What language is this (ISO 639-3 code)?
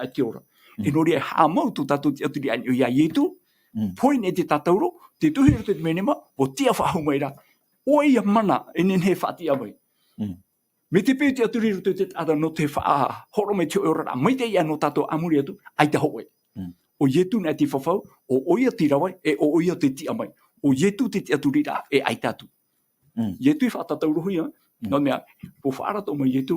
tah